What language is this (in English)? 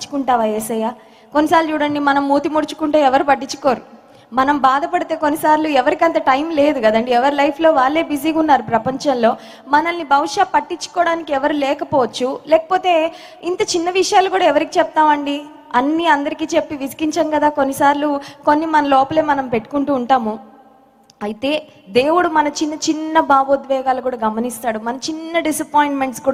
Telugu